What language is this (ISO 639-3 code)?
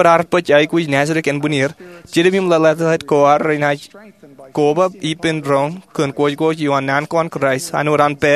mah